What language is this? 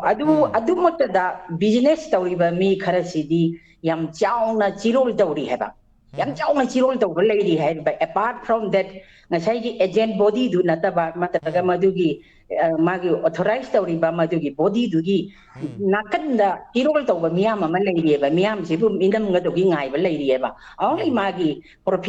Manipuri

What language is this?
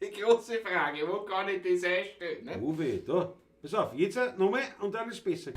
Bavarian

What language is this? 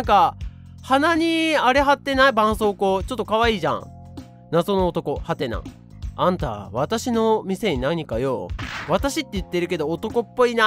Japanese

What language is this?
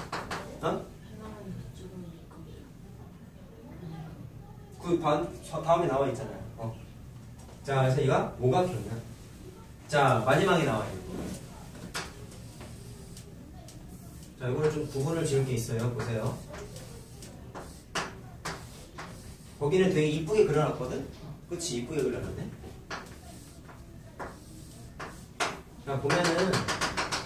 Korean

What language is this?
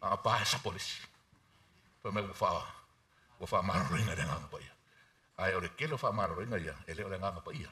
Samoan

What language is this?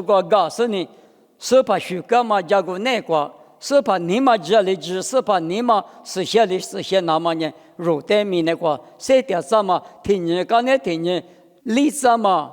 Lisu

